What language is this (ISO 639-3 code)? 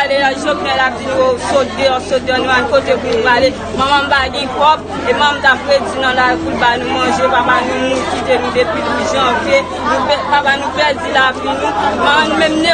hat